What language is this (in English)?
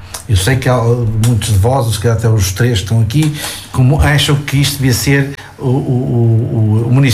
Portuguese